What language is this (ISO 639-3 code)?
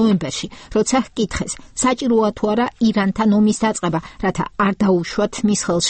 kat